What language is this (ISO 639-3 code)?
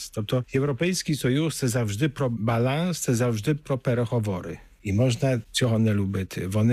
ukr